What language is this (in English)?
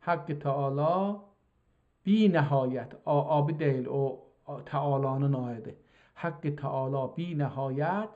South Azerbaijani